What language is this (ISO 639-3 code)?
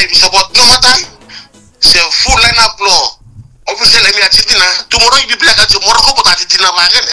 bis